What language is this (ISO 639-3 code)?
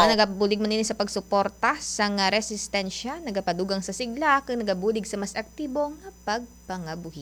hil